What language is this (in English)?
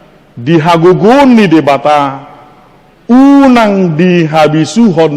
Batak Toba